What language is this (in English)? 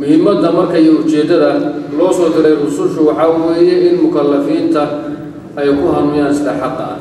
Somali